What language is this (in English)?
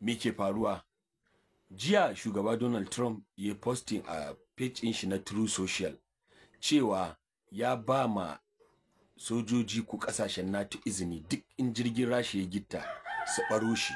Hausa